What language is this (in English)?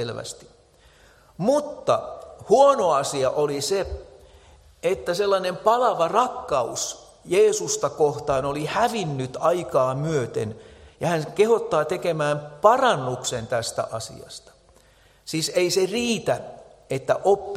Finnish